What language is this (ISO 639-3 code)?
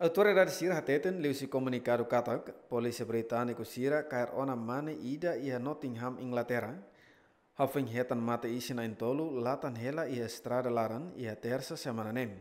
tet